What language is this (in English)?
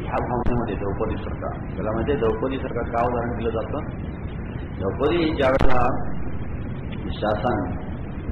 Marathi